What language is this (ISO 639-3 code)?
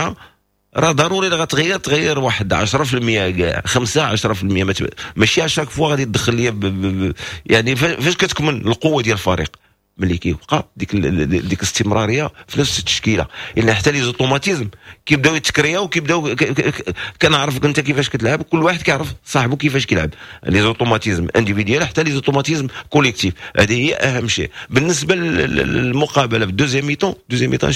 ary